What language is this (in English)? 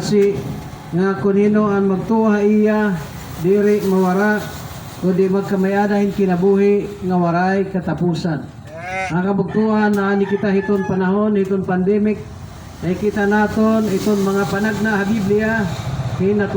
Waray